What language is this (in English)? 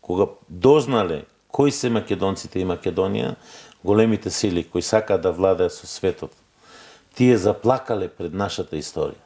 Macedonian